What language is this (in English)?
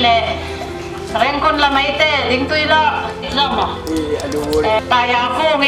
Falam Chin